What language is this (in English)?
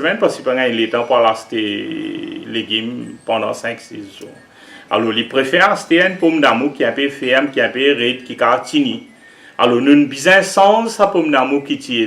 Morisyen